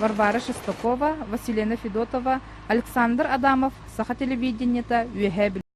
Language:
Yakut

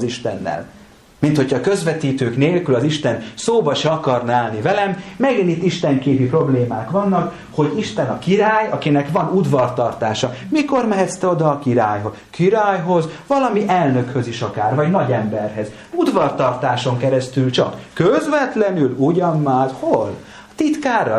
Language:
Hungarian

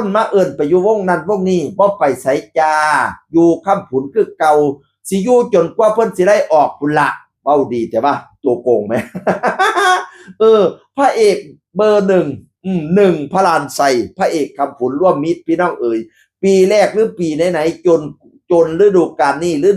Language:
Northeastern Thai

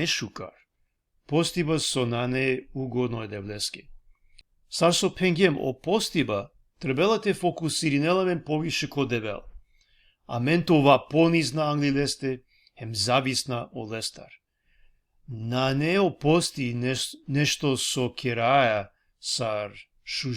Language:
Balkan Romani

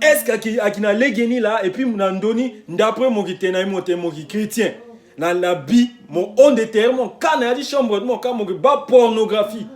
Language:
Sango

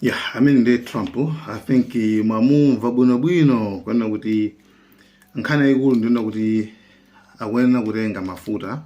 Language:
Nyanja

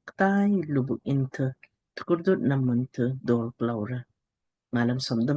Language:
Lamkang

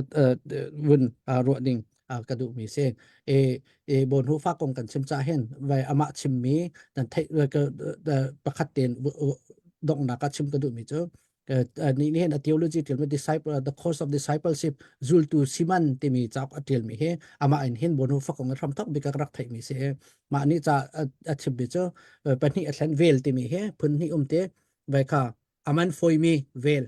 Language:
Hakha Chin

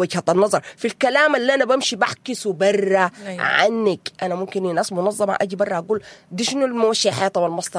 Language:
Sudanese Arabic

